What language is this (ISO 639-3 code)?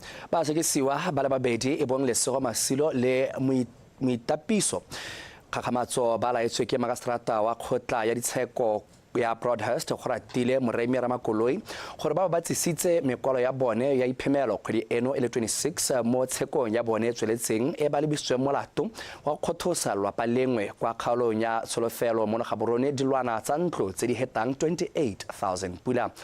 tsn